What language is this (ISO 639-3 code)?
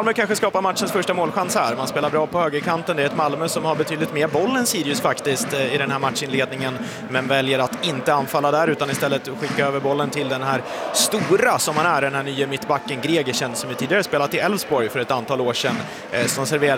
swe